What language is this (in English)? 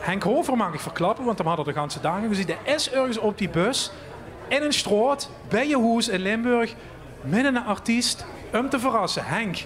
Limburgish